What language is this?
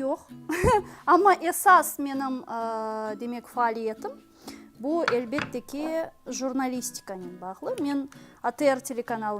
Crimean Tatar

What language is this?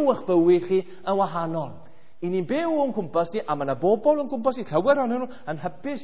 Welsh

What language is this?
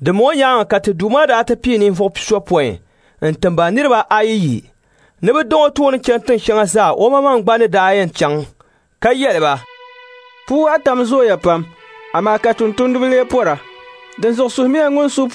Dagbani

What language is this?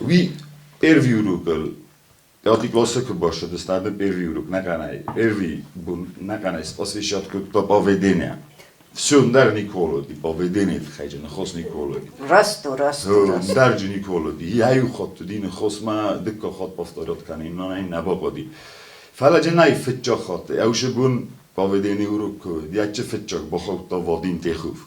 Ossetic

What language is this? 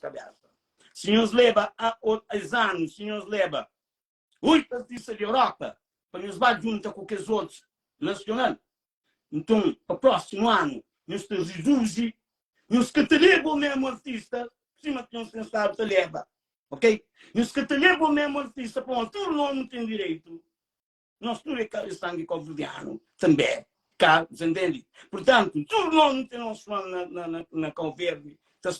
Kabuverdianu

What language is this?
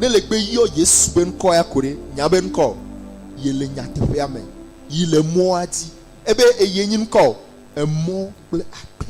Ewe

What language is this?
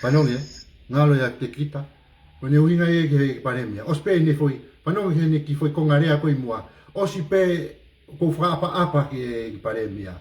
Tongan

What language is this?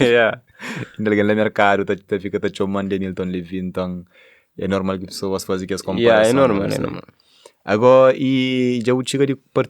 Kabuverdianu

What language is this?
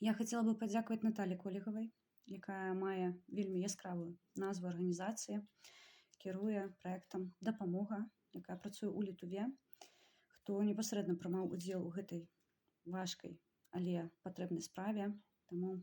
Belarusian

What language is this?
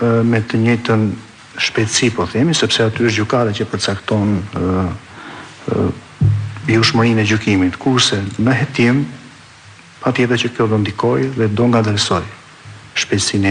Albanian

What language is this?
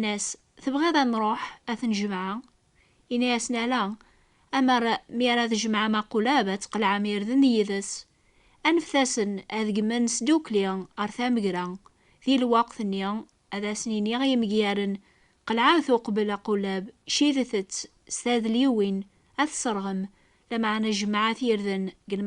Kabyle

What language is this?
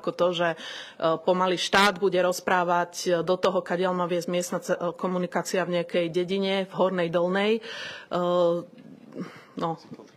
Slovak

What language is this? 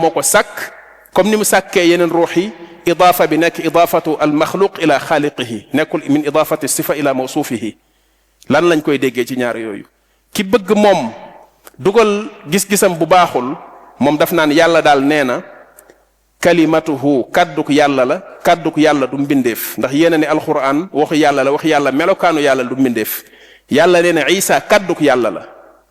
Wolof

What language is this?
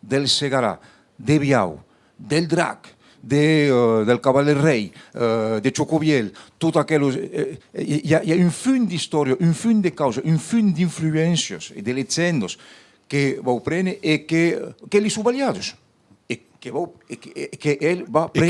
Occitan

